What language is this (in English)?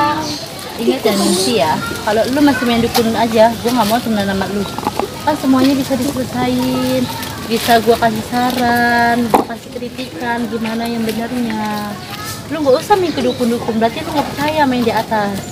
Betawi